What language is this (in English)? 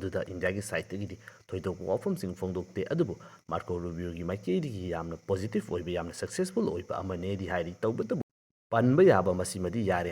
Manipuri